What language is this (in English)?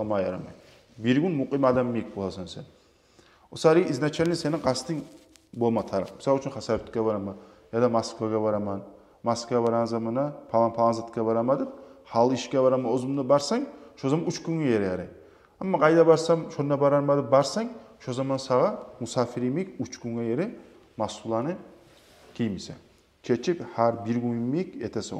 Kumyk